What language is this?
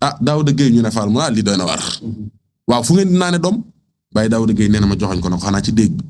Wolof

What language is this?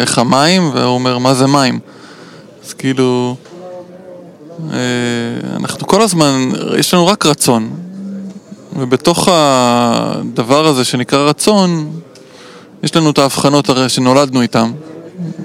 Hebrew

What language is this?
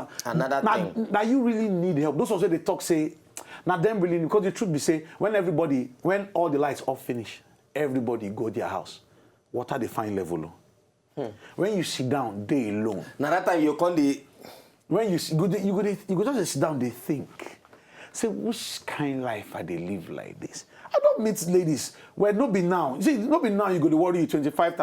Nigerian Pidgin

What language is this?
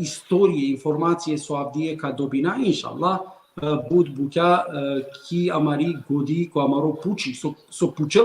Balkan Romani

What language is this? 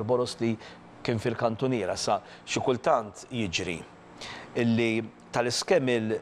Maltese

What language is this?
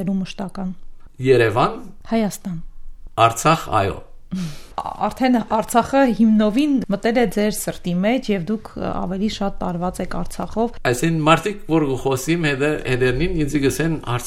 Armenian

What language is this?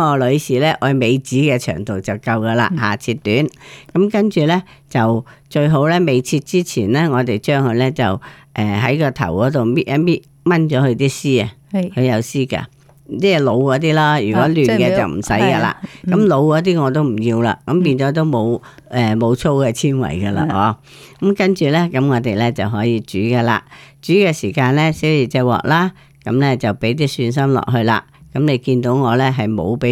Cantonese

